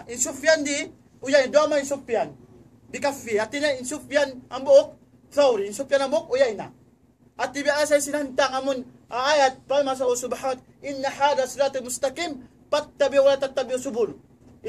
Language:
Tausug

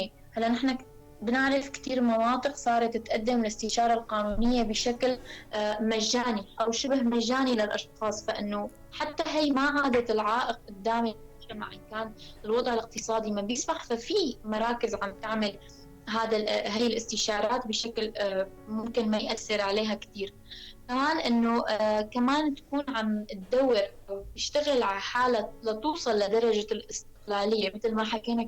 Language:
North Levantine Arabic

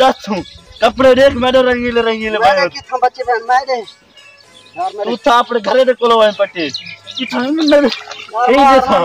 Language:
Saraiki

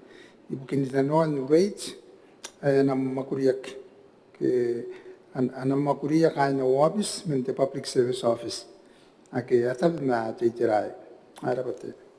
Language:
Gilbertese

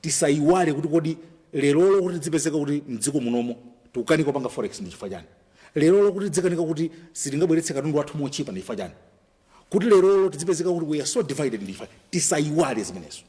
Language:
Nyanja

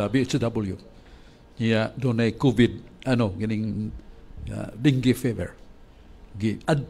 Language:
Cebuano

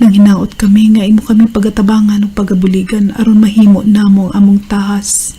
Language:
Cebuano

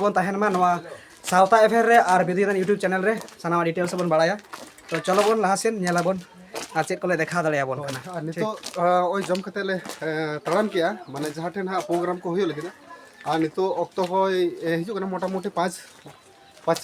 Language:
Santali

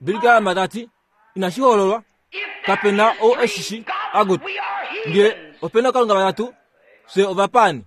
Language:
Kuanyama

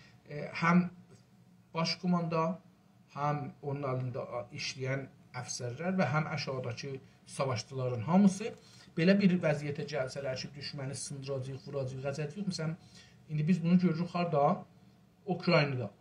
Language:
South Azerbaijani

